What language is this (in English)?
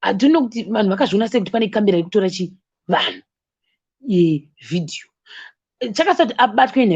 Shona